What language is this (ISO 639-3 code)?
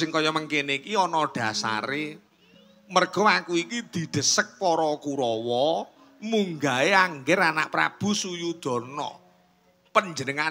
jav